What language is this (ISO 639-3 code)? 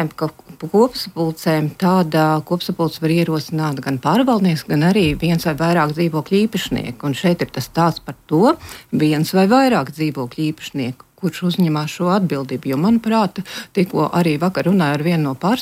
lav